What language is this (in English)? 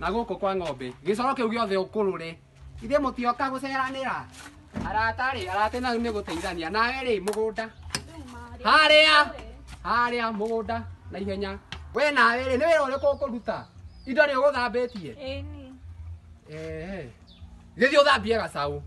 Kikuyu